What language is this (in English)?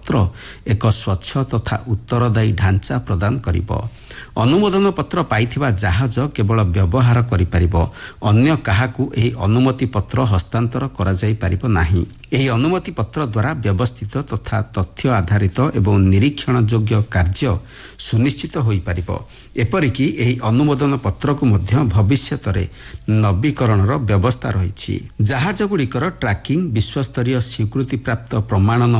Odia